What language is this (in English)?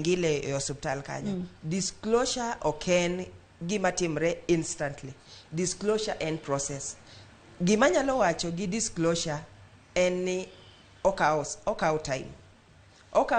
Luo (Kenya and Tanzania)